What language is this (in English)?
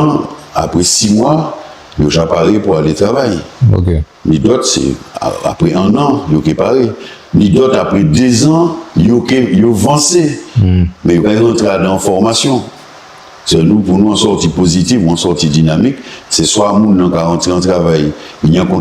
Guadeloupean Creole French